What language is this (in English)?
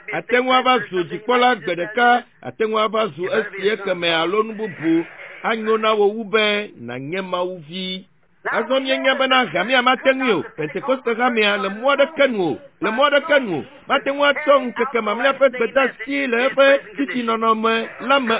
Ewe